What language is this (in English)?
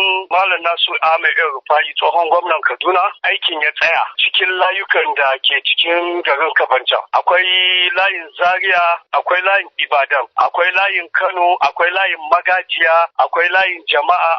Hausa